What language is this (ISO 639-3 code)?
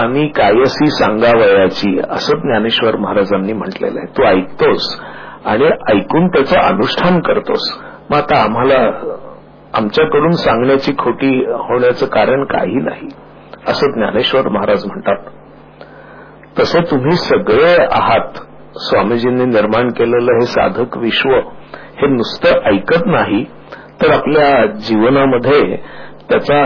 mar